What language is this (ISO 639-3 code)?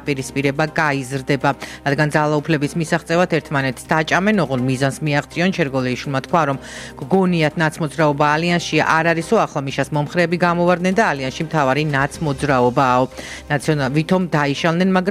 kat